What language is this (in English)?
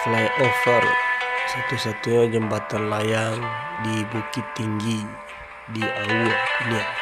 Minangkabau